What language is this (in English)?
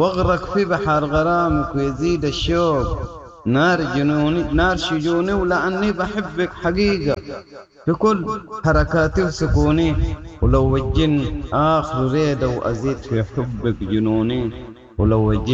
Sudanese Arabic